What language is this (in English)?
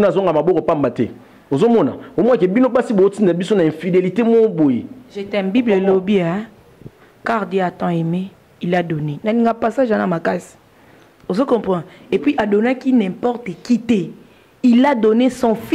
Lingala